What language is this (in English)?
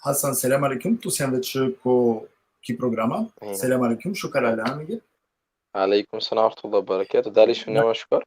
Balkan Romani